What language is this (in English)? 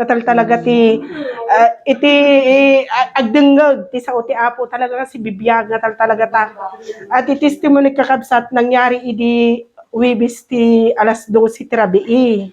Iloko